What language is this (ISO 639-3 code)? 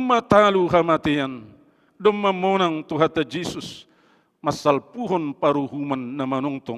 bts